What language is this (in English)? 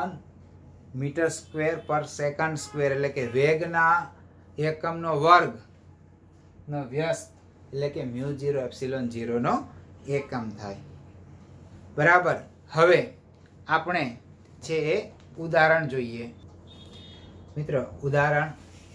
Gujarati